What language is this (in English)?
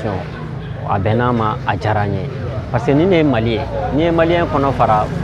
Bambara